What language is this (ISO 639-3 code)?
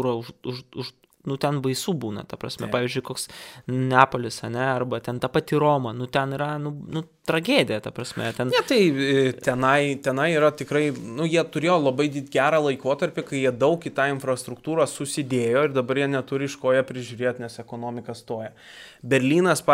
lit